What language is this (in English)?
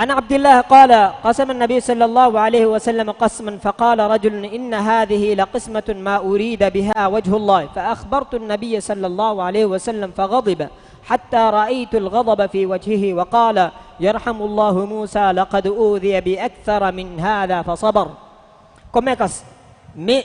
Divehi